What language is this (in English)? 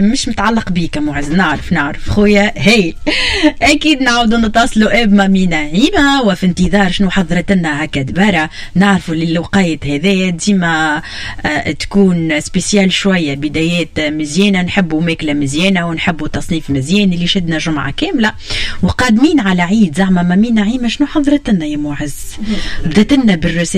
Tunisian Arabic